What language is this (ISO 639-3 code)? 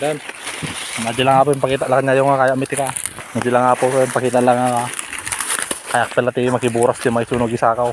ilo